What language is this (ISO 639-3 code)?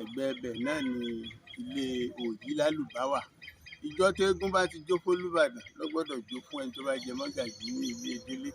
yor